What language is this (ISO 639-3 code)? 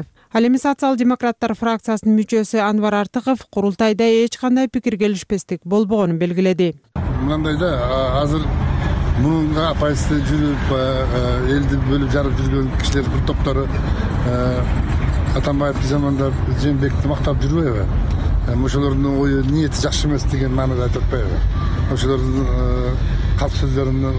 kir